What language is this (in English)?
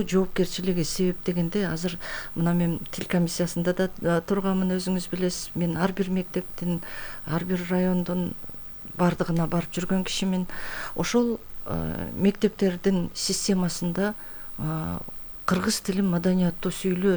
Kyrgyz